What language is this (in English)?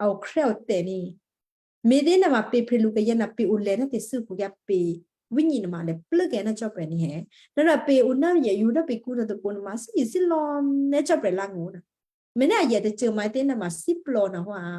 Western Kayah